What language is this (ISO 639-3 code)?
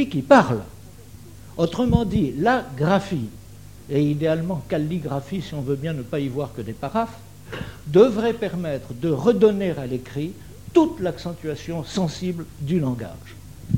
fra